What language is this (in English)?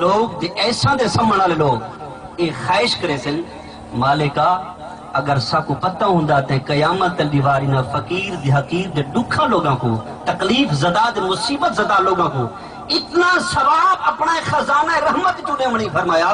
Saraiki